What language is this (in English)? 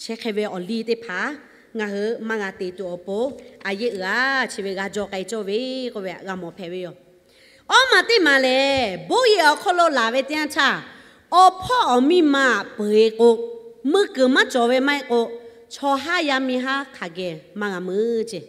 Lahu